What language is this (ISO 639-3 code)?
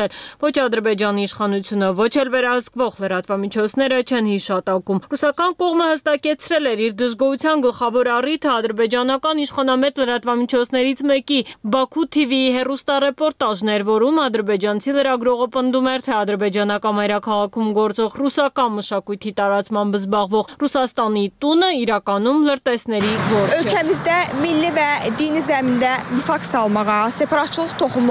hye